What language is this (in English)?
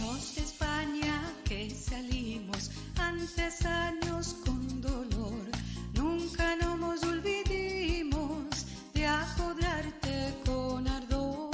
Ladino